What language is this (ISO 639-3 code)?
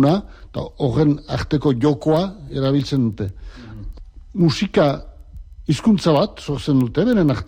eus